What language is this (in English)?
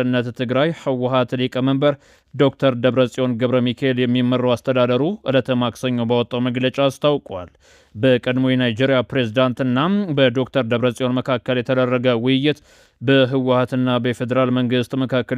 Amharic